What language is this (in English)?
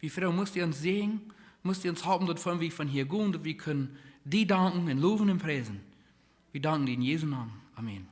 Plautdietsch